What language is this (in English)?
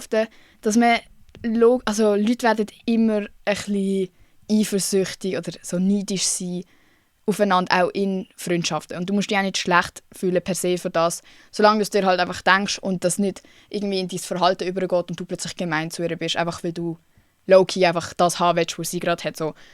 Swiss German